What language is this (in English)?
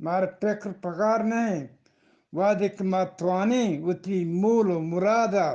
Eastern Balochi